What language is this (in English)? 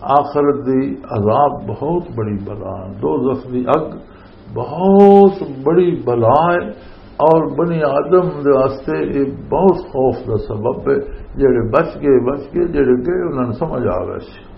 Western Panjabi